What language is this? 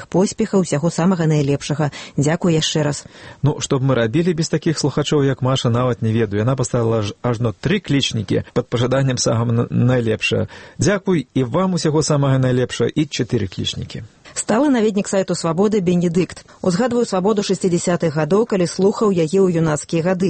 Belarusian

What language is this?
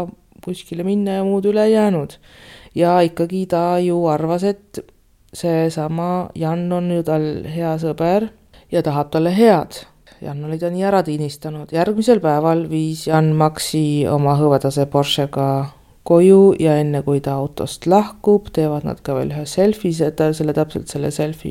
Estonian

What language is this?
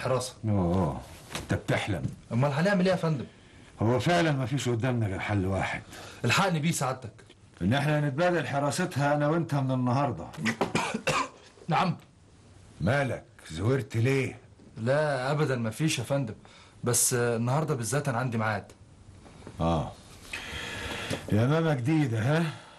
Egyptian Arabic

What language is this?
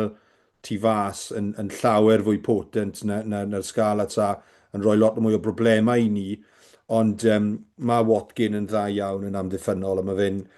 Welsh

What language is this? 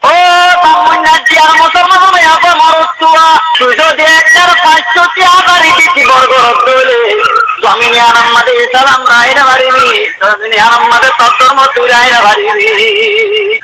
Rohingya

